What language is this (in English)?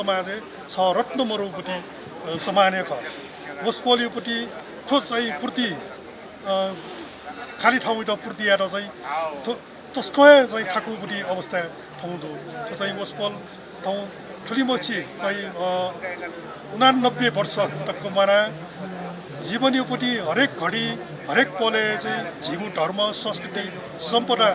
Newari